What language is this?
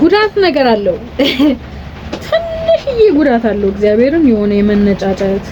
Amharic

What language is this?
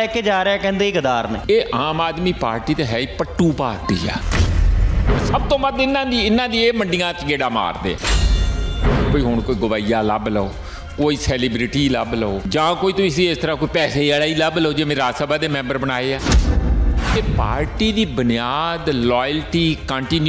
Punjabi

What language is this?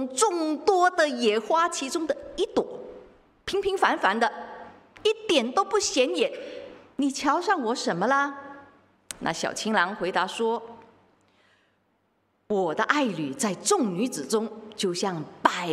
Chinese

